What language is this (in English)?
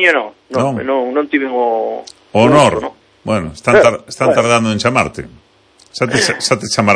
Galician